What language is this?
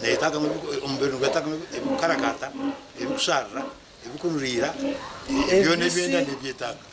Nyankole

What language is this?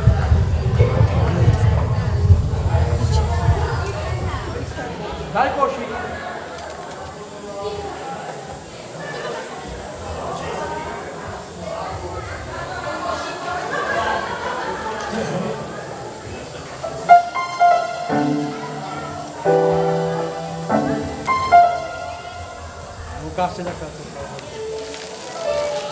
Slovak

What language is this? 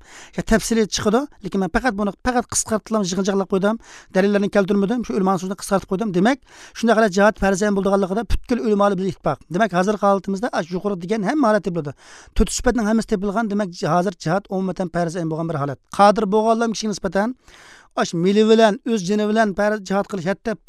Uyghur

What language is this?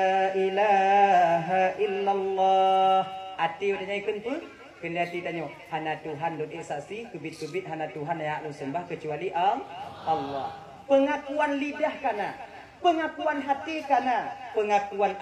Achinese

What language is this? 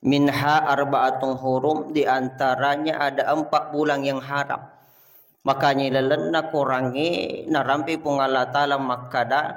Buginese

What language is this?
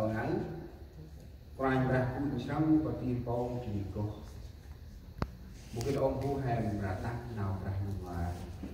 Central Mnong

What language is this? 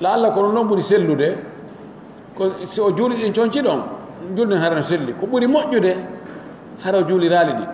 Pular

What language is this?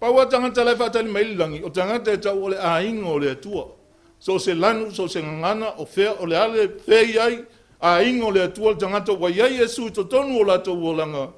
Samoan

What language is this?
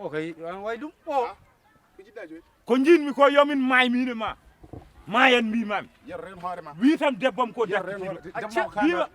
Fula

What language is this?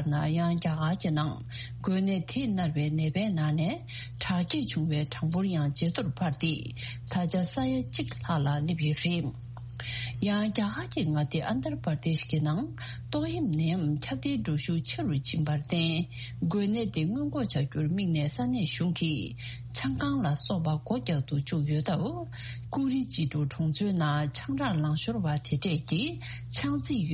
Tibetan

